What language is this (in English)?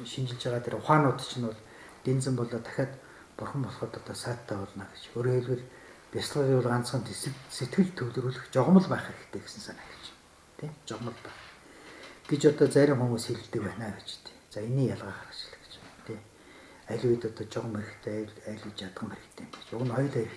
Mongolian